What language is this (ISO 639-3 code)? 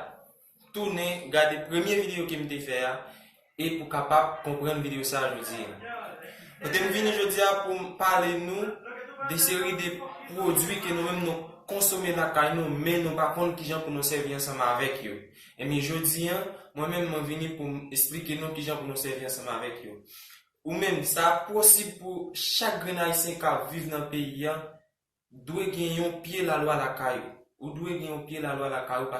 hat